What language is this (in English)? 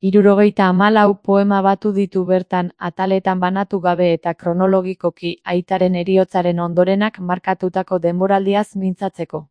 Basque